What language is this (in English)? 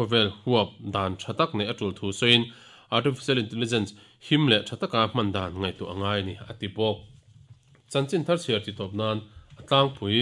Mizo